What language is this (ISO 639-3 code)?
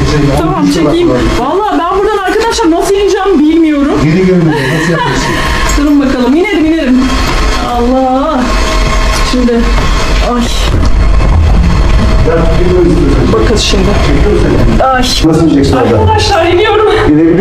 tur